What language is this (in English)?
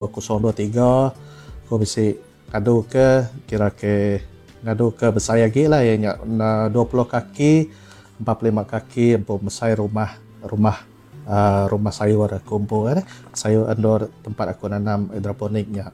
Iban